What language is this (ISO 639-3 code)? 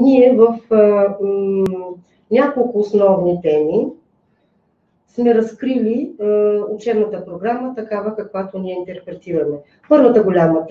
bul